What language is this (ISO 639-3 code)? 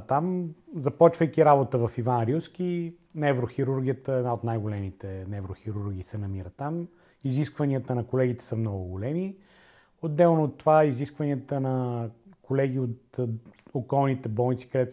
bul